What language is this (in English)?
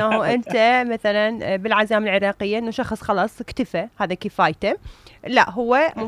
Mesopotamian Arabic